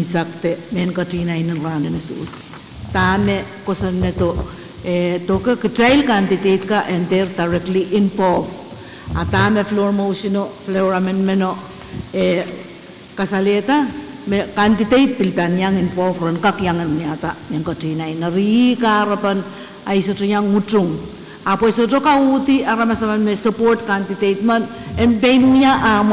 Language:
Pohnpeian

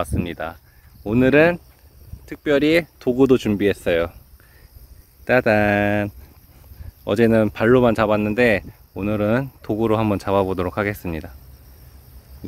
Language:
Korean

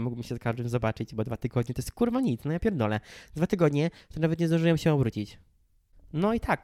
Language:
Polish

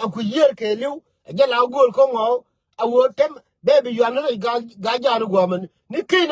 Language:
Nuer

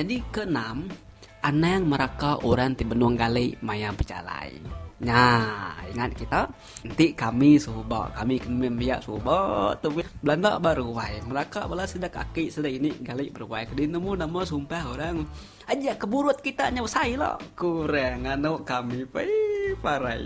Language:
Iban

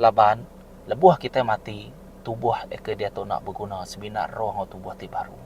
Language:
Iban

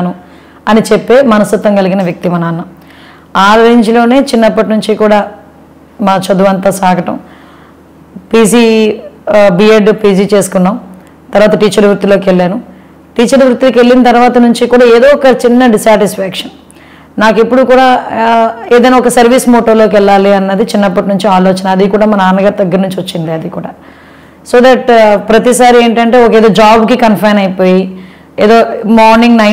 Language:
Telugu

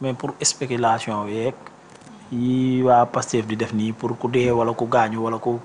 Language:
Wolof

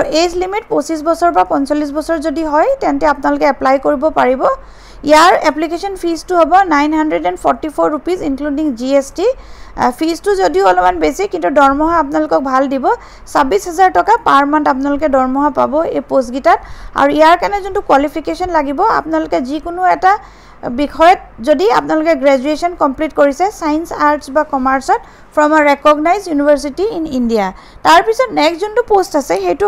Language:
Assamese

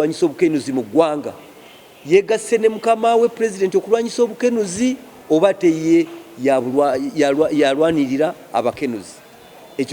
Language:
Ganda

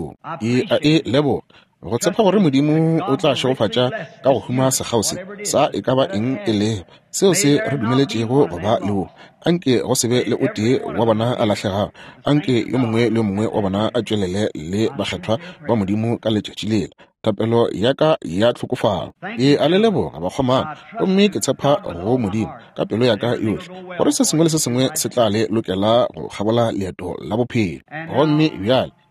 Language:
Northern Sotho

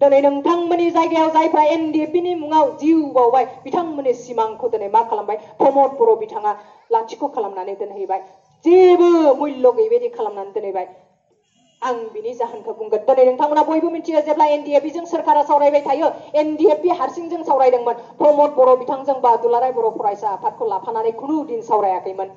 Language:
Bodo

